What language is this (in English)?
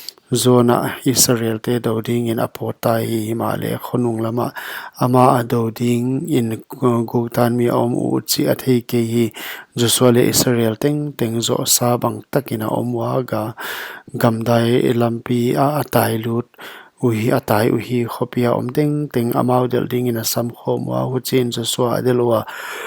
Paite Chin